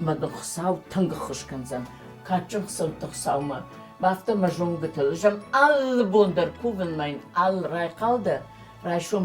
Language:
Ossetic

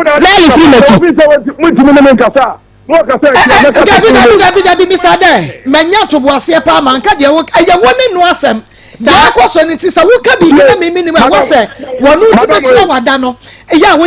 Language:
Akan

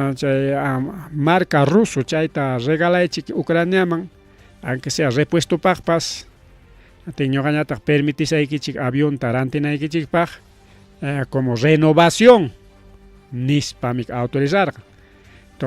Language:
Ayacucho Quechua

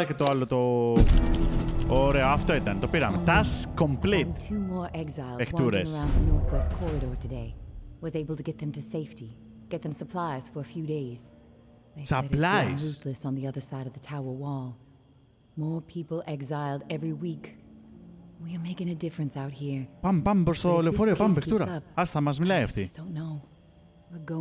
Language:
Greek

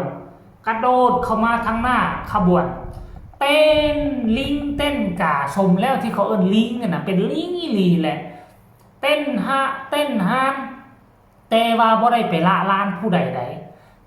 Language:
Northeastern Thai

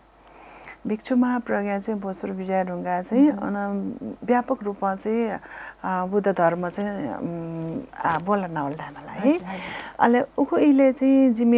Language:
Newari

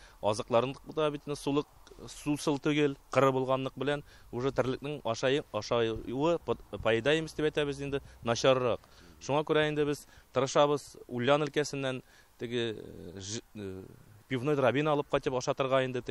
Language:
Tatar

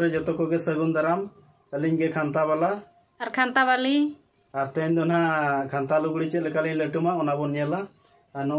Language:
Santali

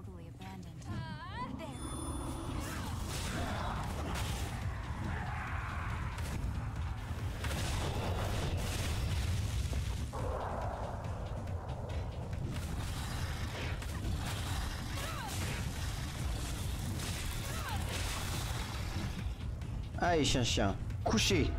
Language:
French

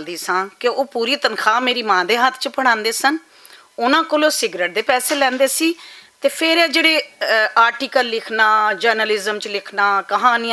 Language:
Western Panjabi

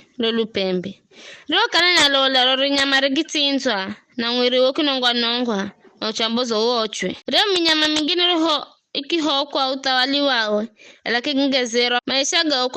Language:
Giryama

